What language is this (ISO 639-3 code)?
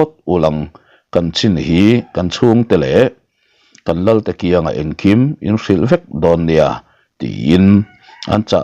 lus